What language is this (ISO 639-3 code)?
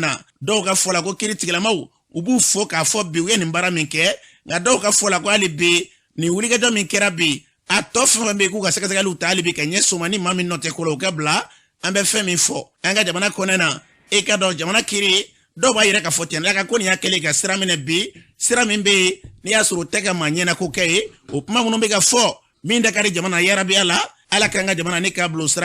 bam